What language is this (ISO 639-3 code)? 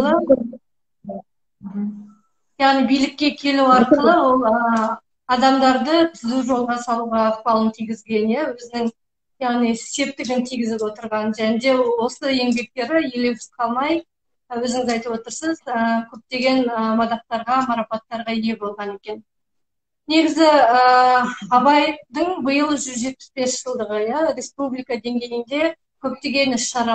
kaz